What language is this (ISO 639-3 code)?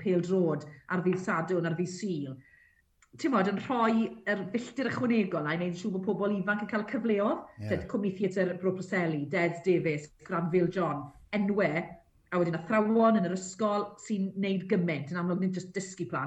cym